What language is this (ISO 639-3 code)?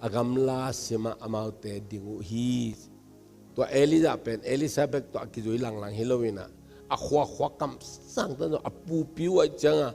ctd